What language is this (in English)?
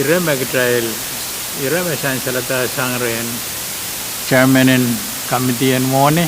Pohnpeian